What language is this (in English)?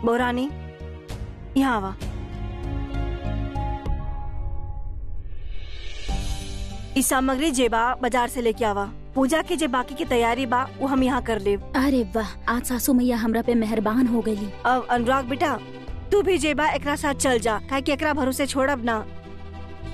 Bhojpuri